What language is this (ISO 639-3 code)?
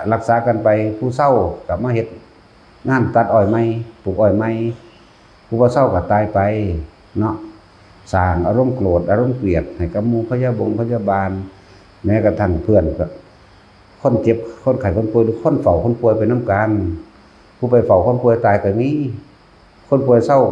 tts